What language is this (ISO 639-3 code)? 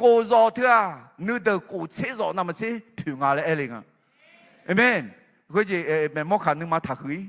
ahk